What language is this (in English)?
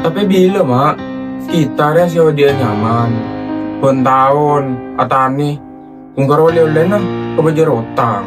Madurese